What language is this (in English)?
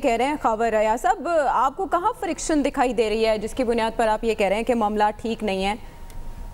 Urdu